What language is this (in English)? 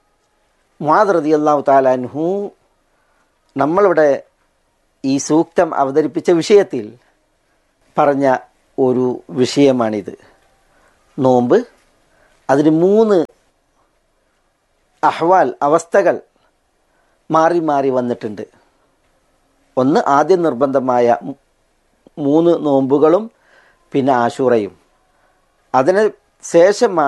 Malayalam